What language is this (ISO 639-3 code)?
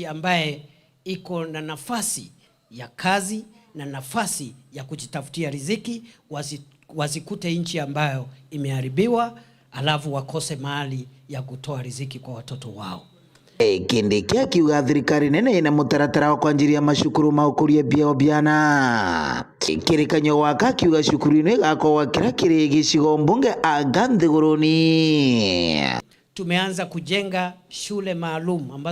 mer